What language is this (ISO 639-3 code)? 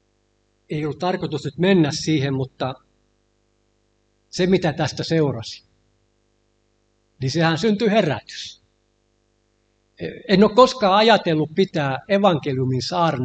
fin